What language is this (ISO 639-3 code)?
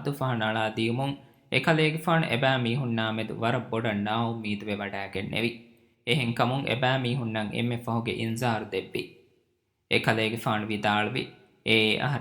div